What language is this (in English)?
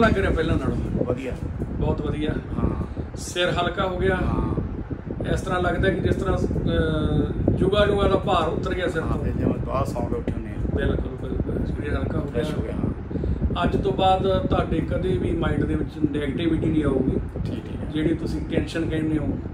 Punjabi